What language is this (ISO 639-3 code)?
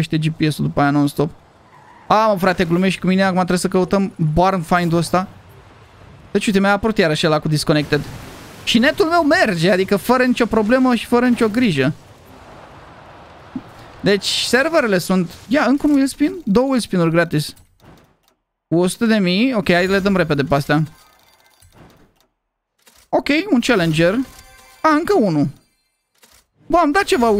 ron